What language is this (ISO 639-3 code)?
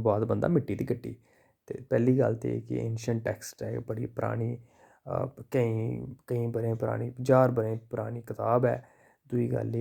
doi